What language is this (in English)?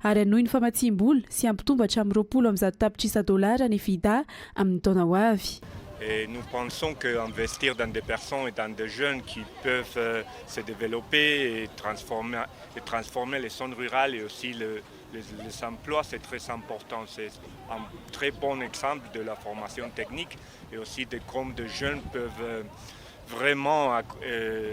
Malagasy